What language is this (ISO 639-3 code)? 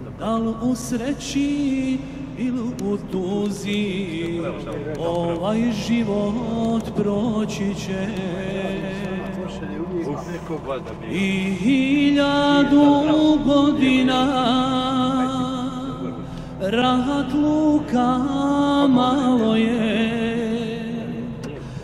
bos